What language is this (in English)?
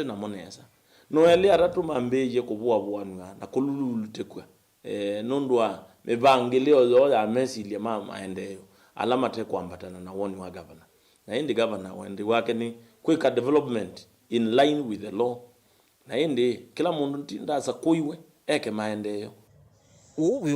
Kamba